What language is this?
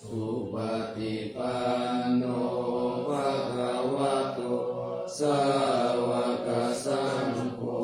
Pali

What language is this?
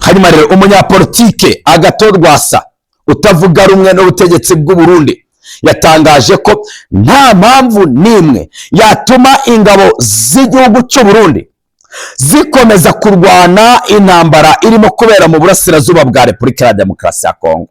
Kinyarwanda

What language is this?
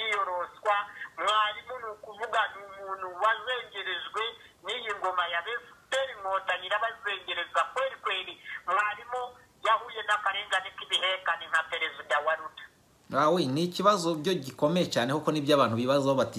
Kinyarwanda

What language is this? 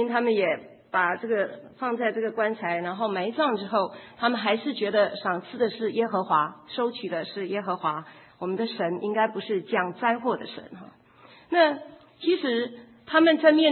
Chinese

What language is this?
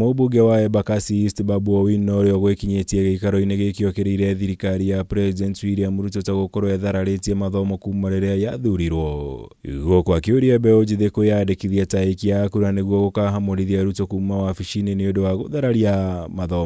Kikuyu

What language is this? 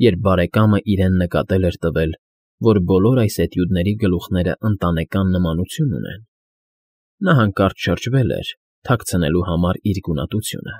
Armenian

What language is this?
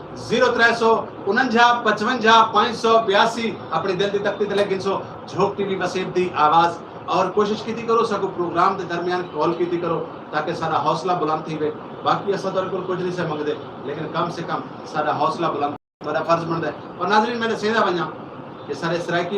Saraiki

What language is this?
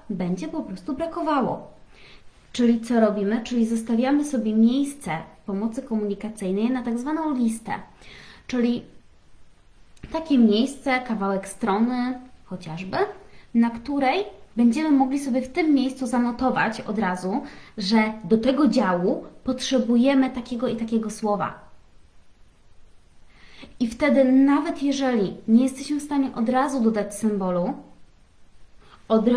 Polish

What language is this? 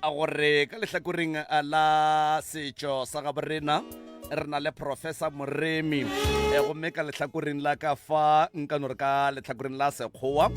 Northern Sotho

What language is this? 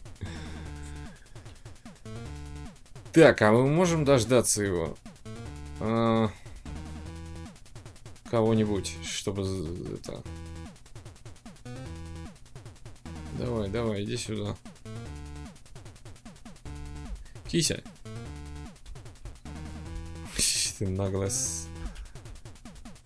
Russian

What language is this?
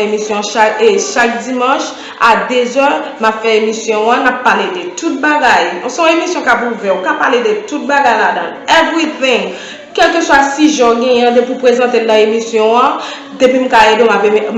Haitian Creole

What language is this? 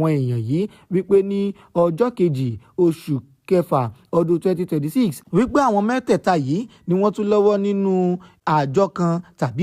Yoruba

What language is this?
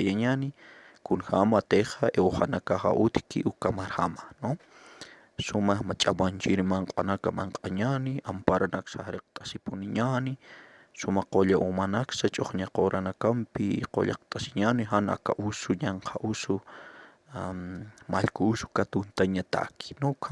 Aymara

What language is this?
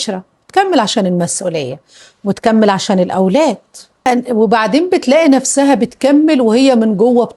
Egyptian Arabic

